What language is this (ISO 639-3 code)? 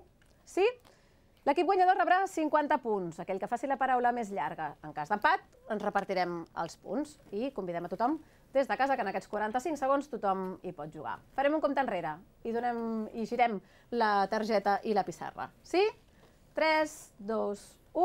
cat